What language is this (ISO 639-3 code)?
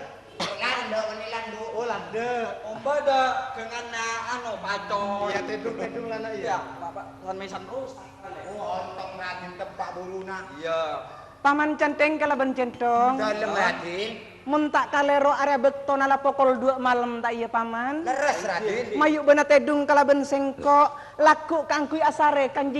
mad